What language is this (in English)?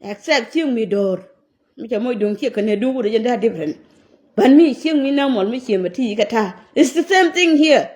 Nuer